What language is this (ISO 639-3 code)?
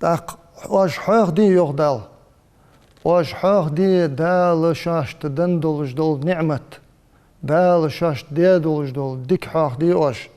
inh